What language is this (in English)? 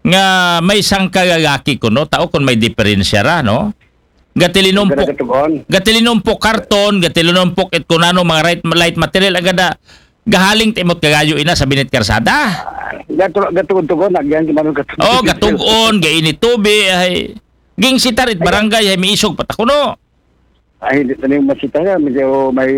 Aklanon